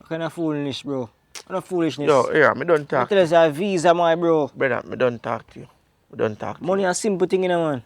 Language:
Jamaican Creole English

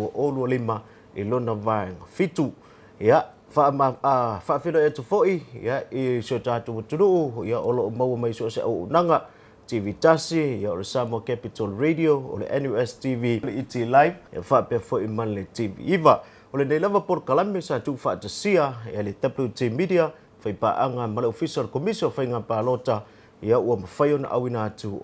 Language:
Samoan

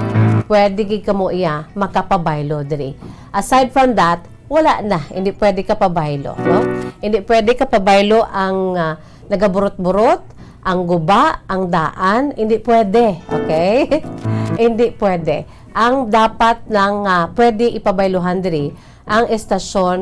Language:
Hiligaynon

